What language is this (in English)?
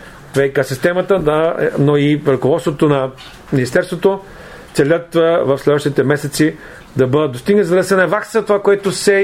Bulgarian